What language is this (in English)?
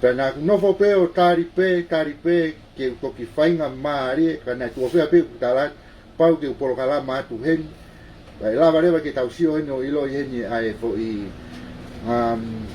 Tongan